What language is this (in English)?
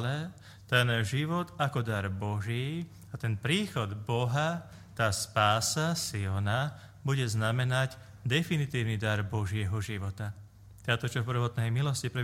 Slovak